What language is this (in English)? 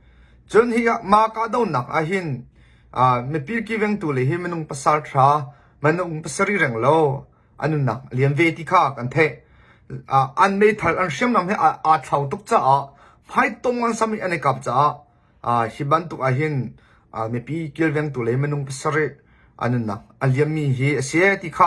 Hakha Chin